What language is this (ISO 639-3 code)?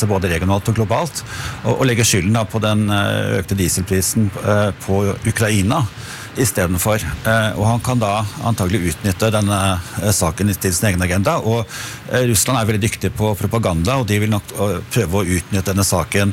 nor